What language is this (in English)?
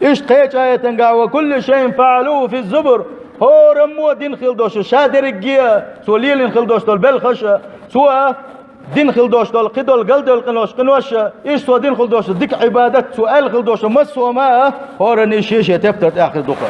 Chechen